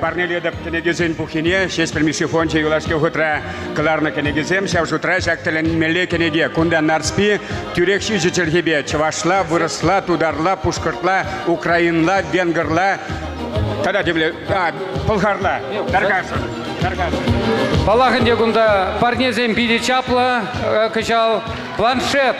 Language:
Chuvash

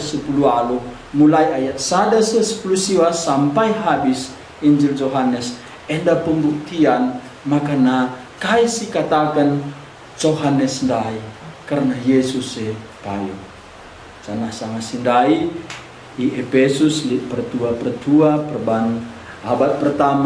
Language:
Batak Karo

